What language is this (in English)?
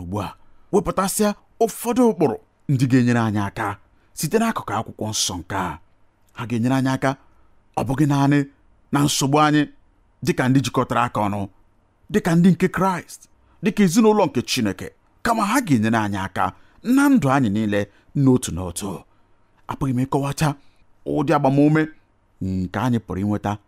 Igbo